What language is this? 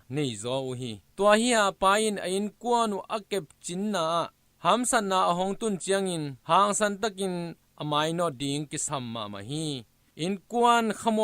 Tedim Chin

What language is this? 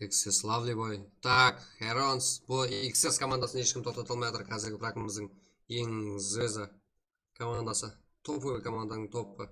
Kara-Kalpak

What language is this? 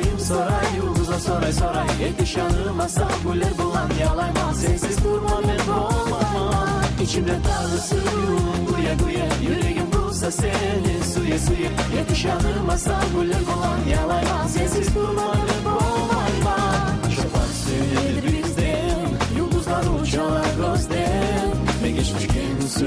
Kumyk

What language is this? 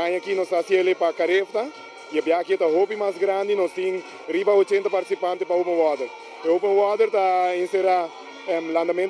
Papiamento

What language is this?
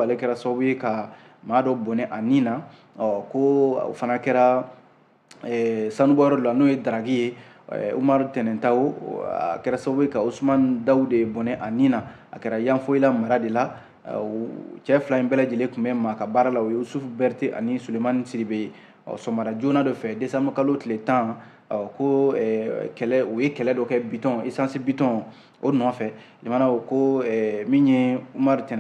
Bambara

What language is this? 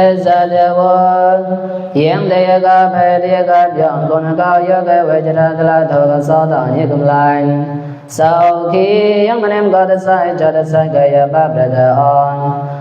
Mon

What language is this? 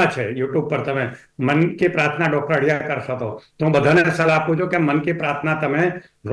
Gujarati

